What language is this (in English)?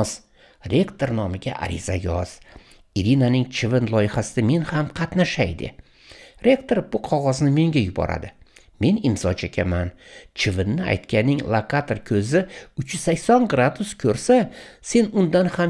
Uzbek